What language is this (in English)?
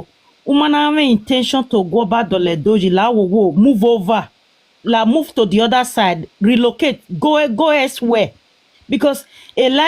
Nigerian Pidgin